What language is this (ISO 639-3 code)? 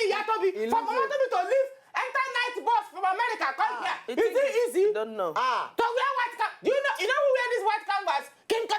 pcm